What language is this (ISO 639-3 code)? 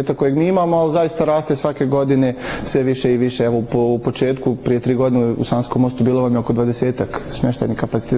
bos